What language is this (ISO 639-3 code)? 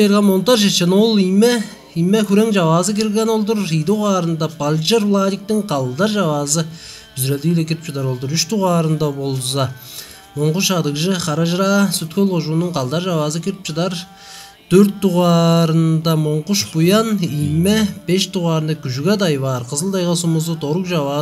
tyv